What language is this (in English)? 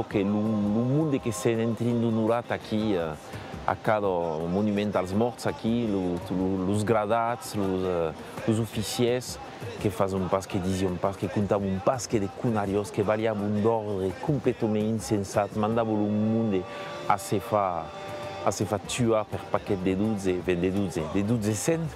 Occitan